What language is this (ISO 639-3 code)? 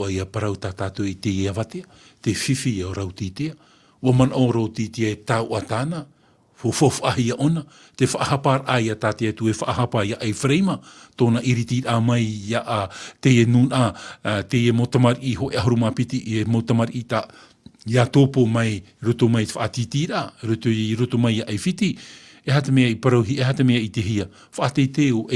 tah